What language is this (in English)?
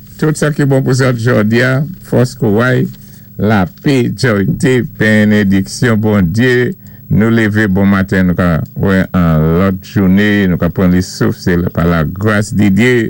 Saint Lucian Creole French